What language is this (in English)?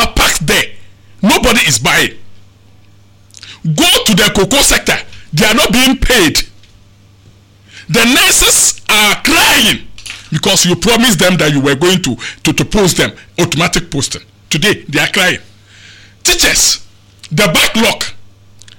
English